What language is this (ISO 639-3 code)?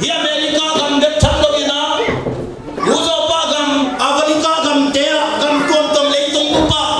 ctd